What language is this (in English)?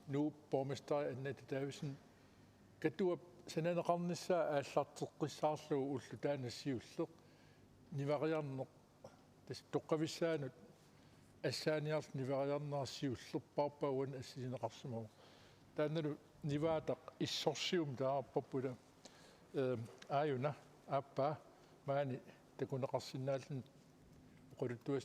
Kalaallisut